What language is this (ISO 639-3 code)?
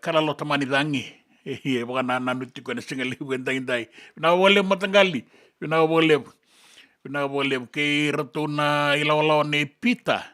fij